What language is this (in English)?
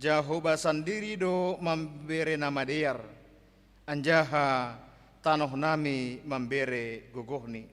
Batak Simalungun